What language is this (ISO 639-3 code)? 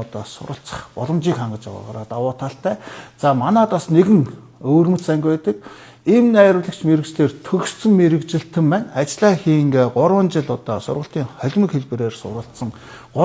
mon